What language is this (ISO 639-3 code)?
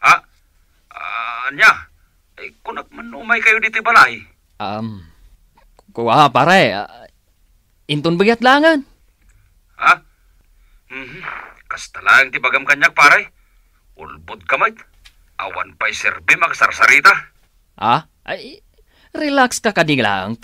ilo